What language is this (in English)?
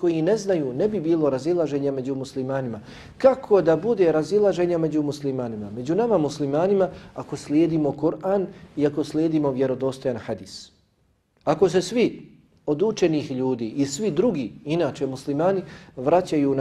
Bosnian